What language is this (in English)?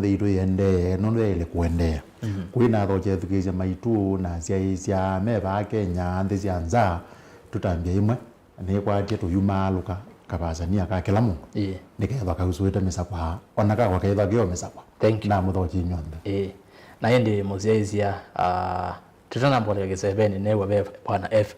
Kamba